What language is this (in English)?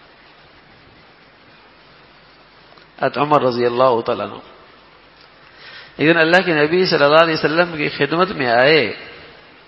Urdu